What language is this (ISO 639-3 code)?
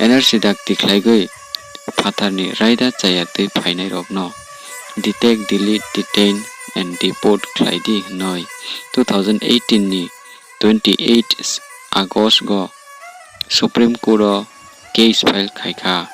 ria